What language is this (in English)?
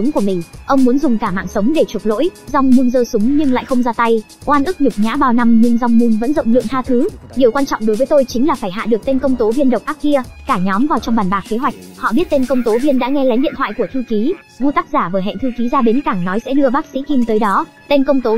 Vietnamese